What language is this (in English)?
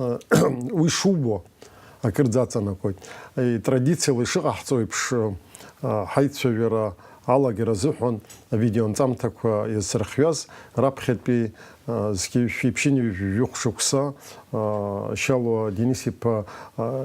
Abkhazian